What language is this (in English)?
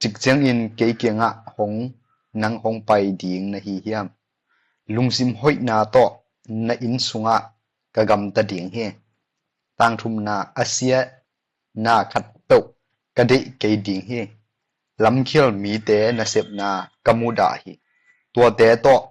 Tedim Chin